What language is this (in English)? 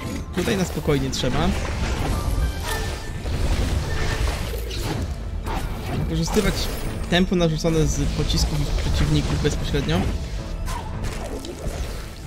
Polish